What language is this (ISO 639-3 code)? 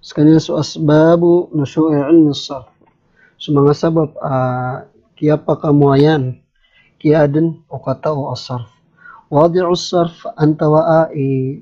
mrw